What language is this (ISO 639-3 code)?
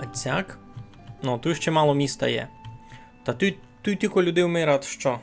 rue